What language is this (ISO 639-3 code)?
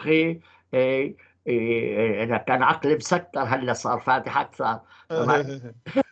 apc